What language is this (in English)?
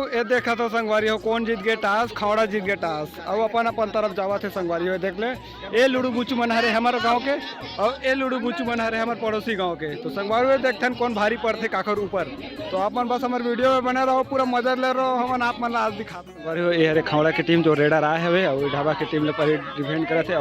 Chhattisgarhi